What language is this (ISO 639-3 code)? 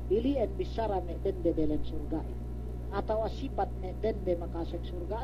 yka